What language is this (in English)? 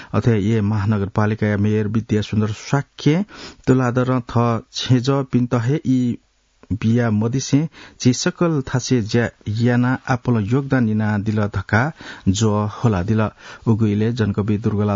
Newari